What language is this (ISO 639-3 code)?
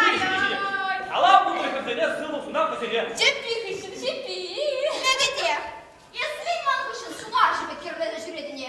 chv